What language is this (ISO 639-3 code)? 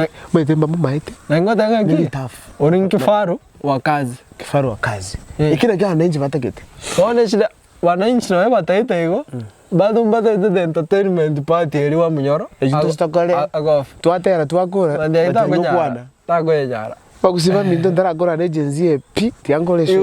guz